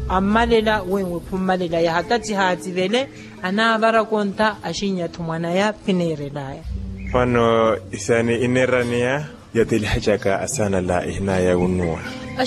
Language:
Makhuwa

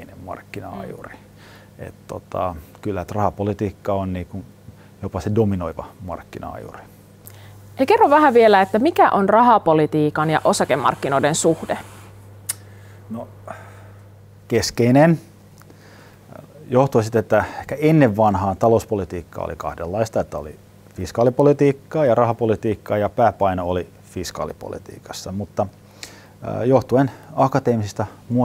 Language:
Finnish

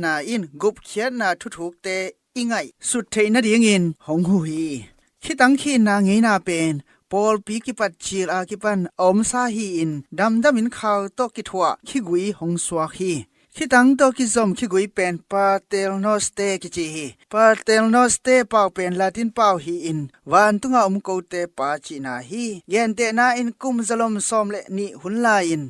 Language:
Tedim Chin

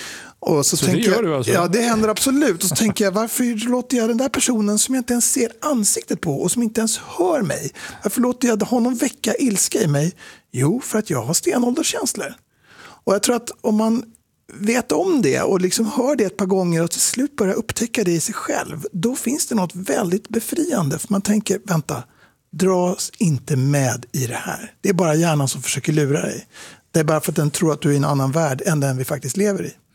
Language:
Swedish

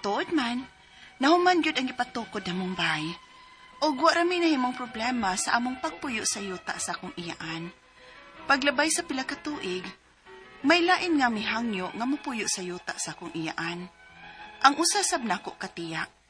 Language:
Cebuano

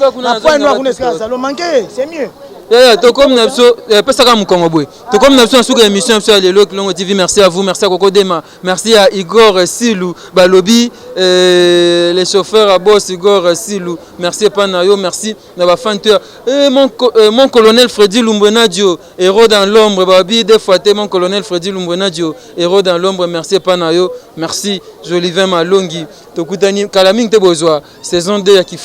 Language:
Lingala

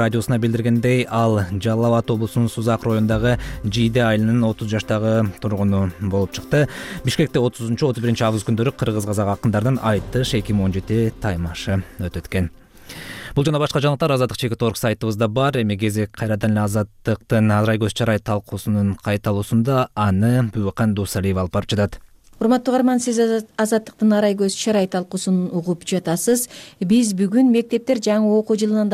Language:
Kyrgyz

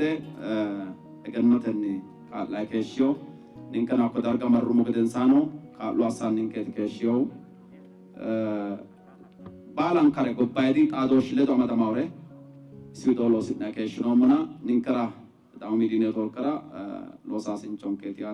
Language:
Sidamo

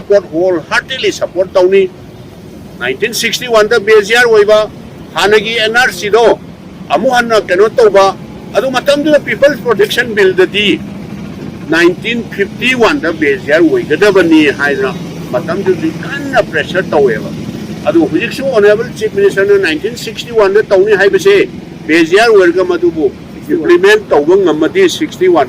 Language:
Manipuri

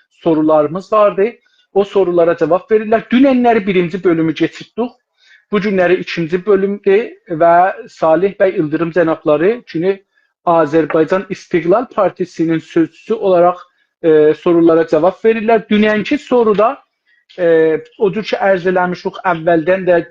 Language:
South Azerbaijani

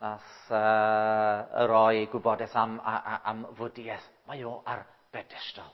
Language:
Welsh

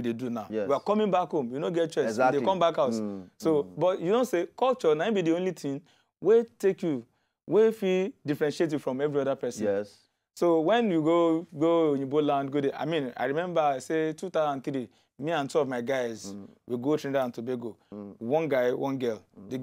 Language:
Nigerian Pidgin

